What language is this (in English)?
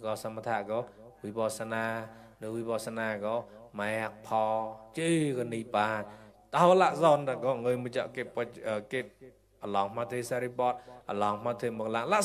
Mon